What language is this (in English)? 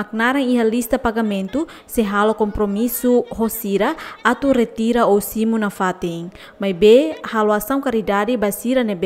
Tetum